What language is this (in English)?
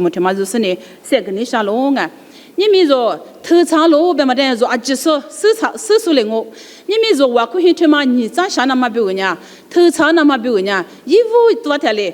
Lisu